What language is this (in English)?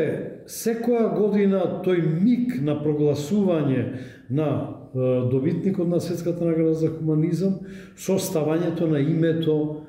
Macedonian